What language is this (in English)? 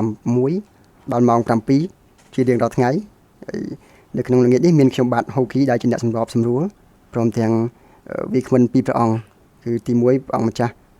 Khmer